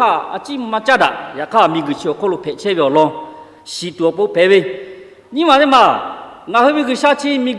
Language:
Lahu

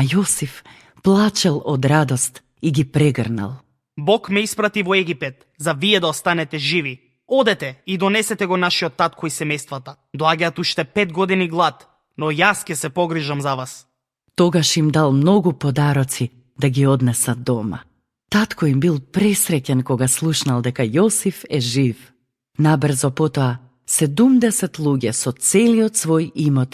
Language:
Macedonian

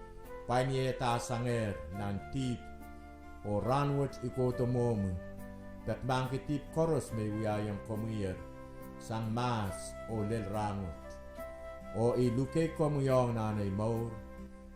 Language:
Pohnpeian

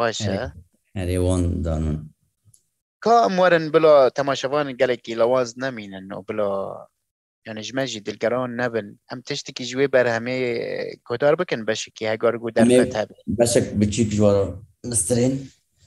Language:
Kurdish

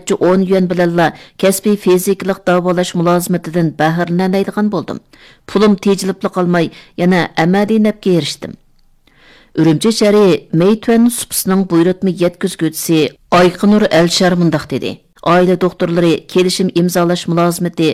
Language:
Uyghur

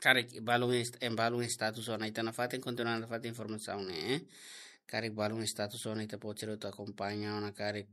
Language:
Tetum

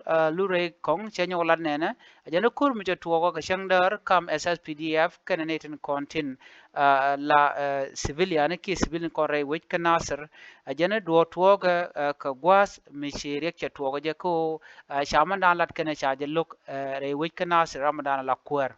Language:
Nuer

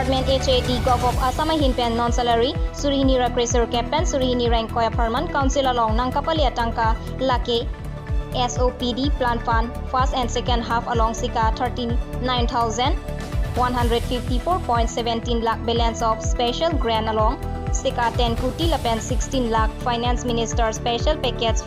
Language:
Karbi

